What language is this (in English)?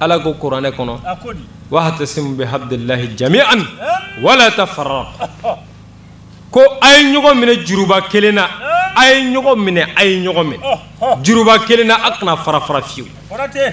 Bambara